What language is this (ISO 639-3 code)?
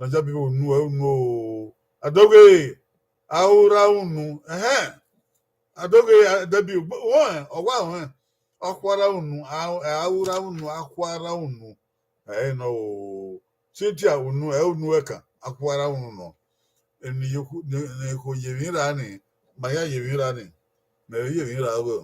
bin